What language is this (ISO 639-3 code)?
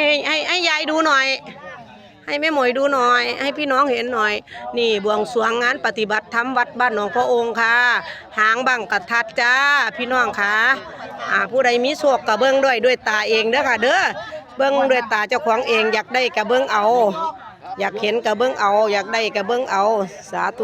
tts